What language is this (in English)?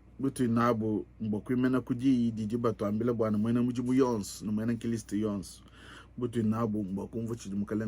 Luba-Lulua